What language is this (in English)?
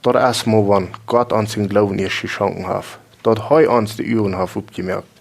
Plautdietsch